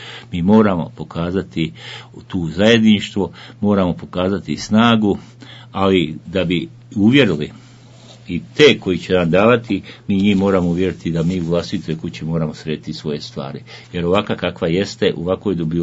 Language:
Bosnian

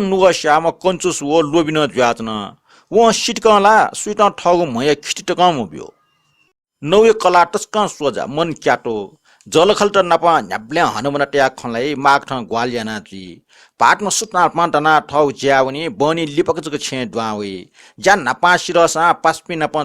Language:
Newari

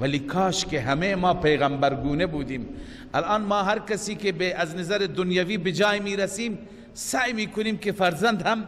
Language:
Persian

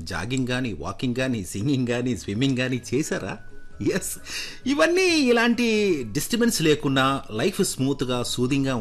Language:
Telugu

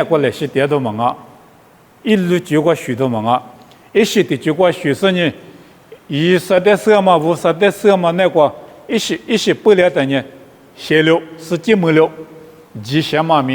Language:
Lisu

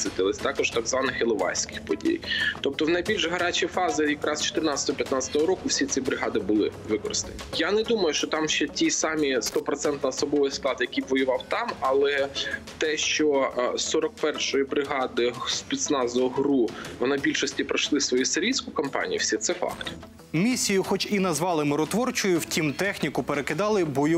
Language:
Ukrainian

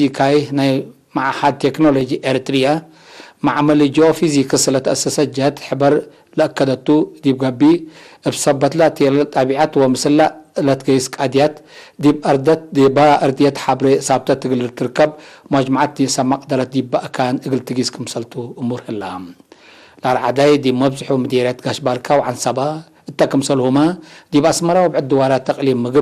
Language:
Tigre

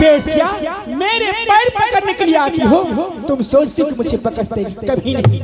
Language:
Angika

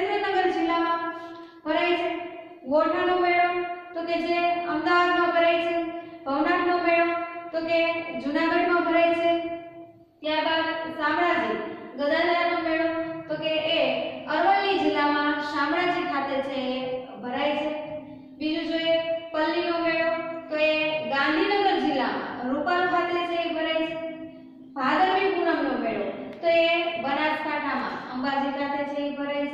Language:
Gujarati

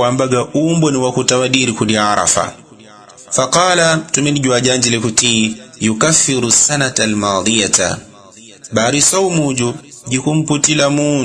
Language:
Yao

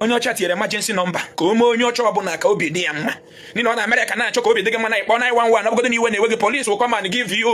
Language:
Igbo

